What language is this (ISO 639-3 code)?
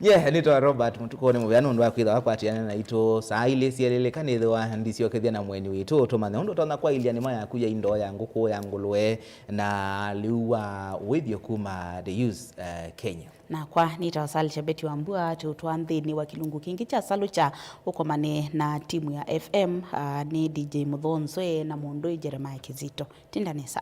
kam